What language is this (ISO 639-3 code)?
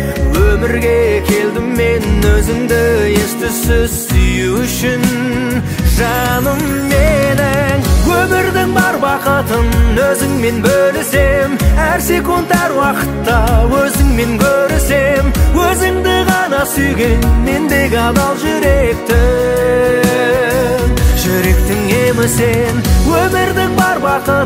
kaz